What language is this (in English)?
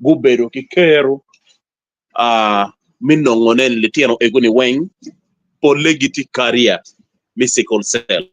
Acoli